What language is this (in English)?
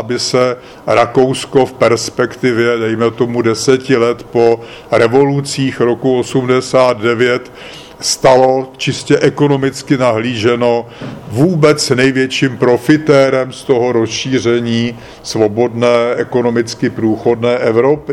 Czech